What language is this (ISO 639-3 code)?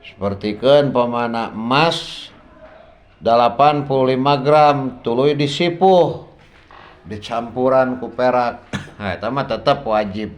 sun